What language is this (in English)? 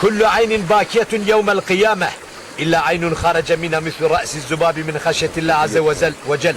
Zaza